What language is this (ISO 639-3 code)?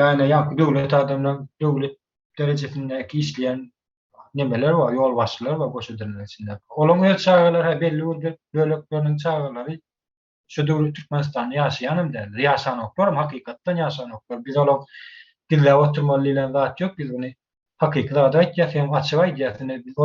tuk